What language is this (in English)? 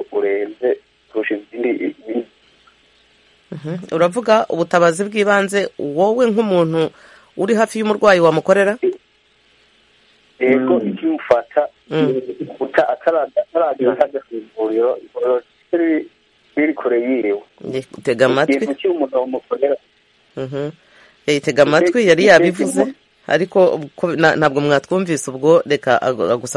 Kinyarwanda